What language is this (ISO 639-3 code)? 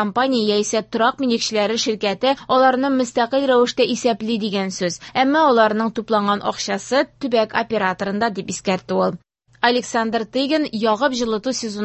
tat